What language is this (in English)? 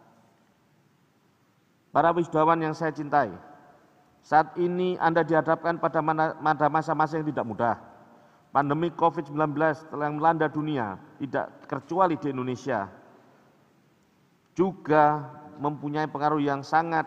Indonesian